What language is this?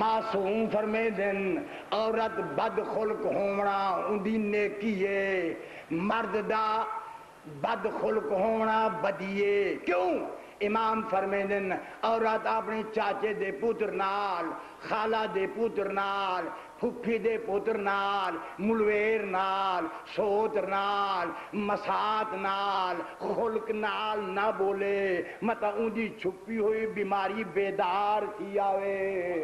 Saraiki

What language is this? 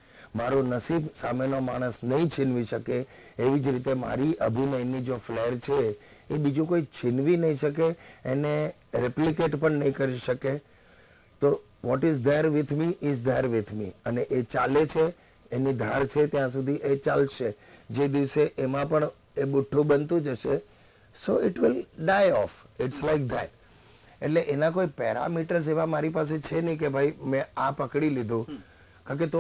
Gujarati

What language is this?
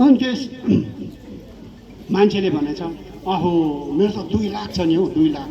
Nepali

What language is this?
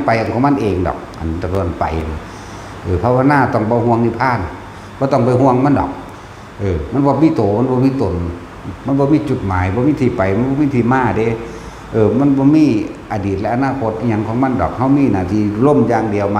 Lao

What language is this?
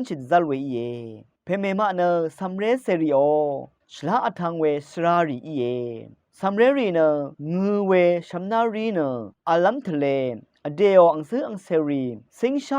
Rawang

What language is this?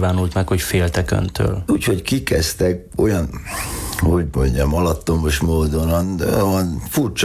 Hungarian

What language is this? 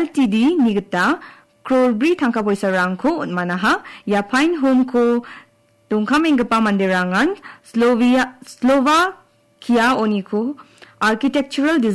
Garo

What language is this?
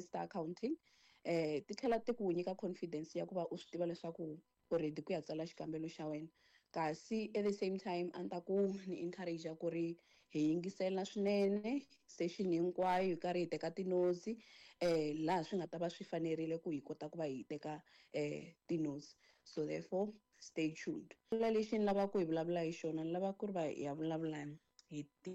Tsonga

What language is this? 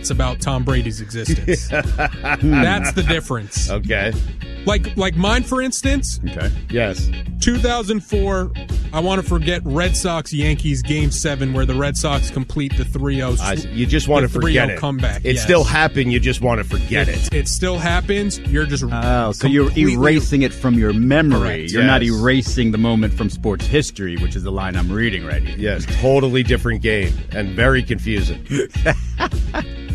English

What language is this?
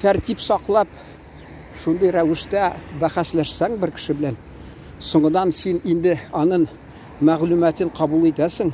Tatar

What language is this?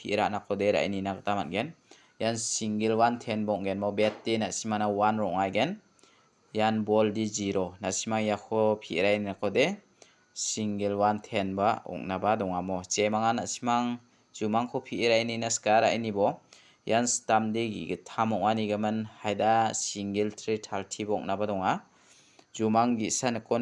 Garo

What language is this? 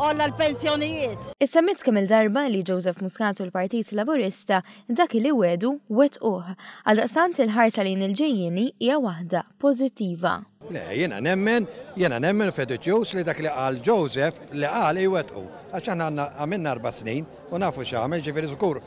Maltese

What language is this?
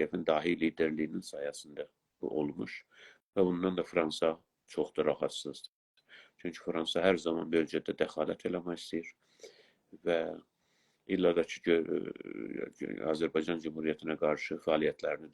South Azerbaijani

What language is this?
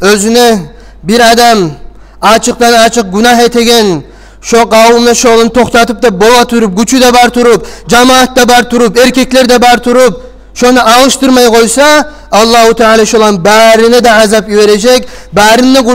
Kumyk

